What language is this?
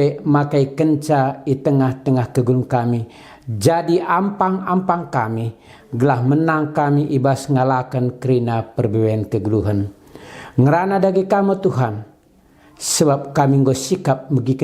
Batak Karo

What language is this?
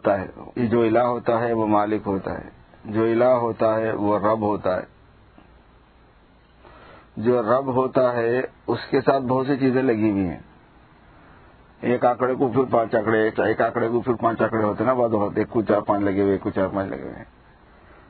Urdu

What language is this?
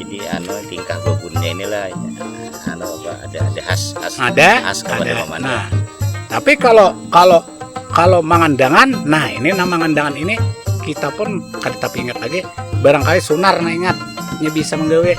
Banjar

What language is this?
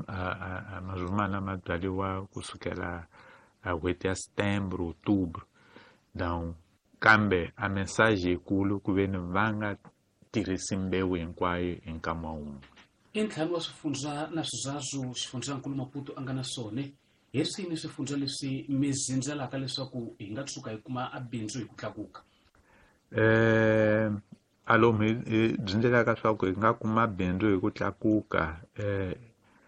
Tsonga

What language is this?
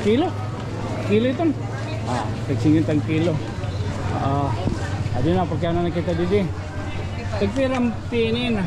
Waray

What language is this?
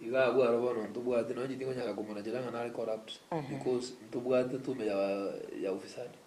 Gusii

